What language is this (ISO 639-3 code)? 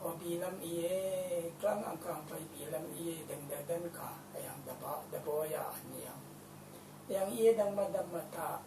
raw